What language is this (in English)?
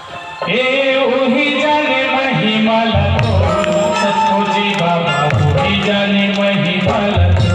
Chhattisgarhi